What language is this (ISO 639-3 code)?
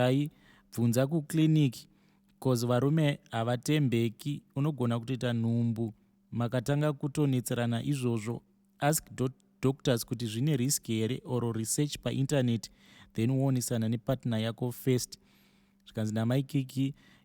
sna